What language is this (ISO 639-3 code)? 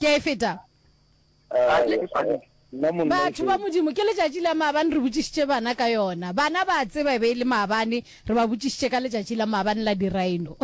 nso